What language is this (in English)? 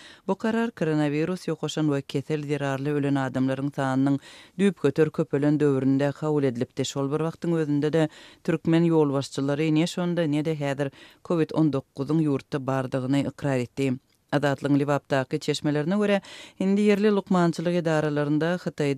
Turkmen